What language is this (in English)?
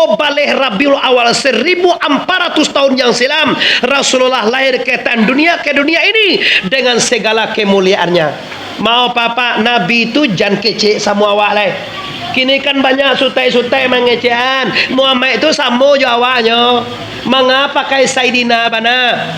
Minangkabau